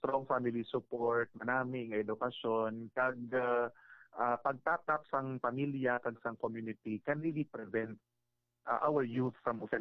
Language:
Hiligaynon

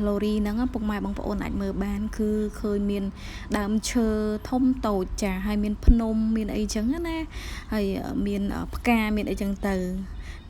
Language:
Khmer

